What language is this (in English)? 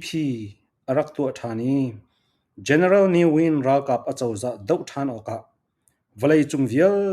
Falam Chin